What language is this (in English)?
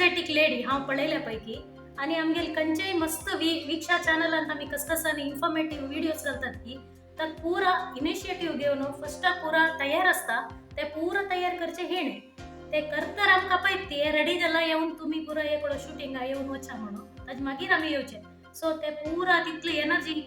Konkani